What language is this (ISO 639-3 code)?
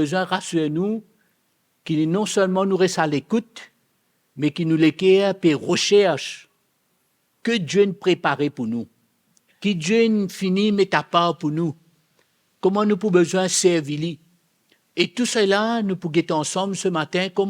mfe